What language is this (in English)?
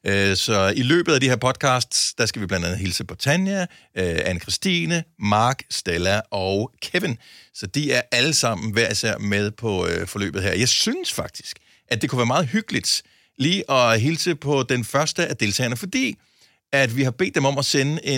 Danish